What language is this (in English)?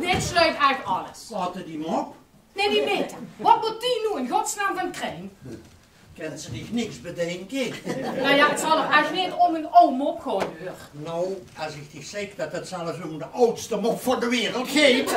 Limburgish